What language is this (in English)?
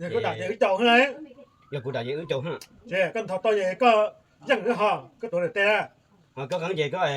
Hmong